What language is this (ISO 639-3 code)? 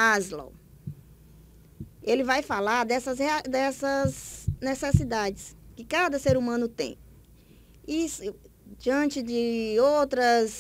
por